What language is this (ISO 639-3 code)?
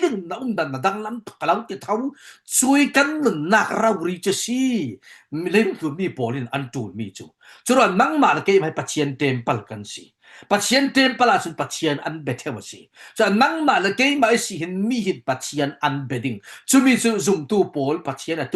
cfm